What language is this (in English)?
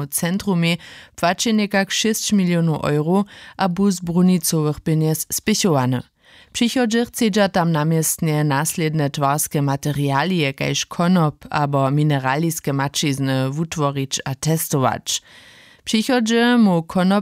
Upper Sorbian